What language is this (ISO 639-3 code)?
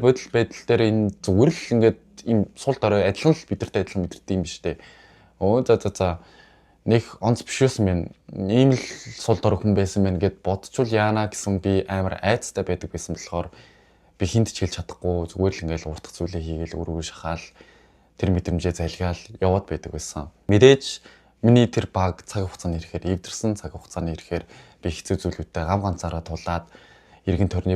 mon